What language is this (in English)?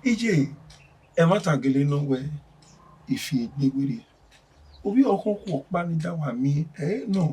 Bini